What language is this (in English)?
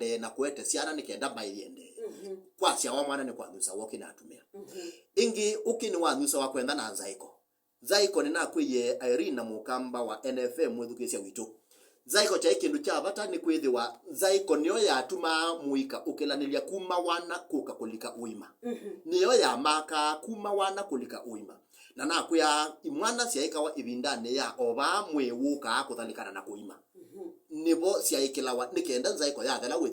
Kamba